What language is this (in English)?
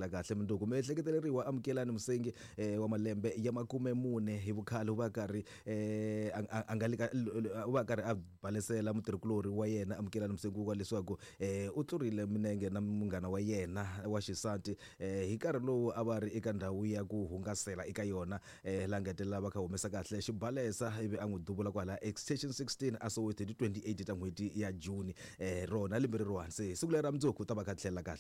Tsonga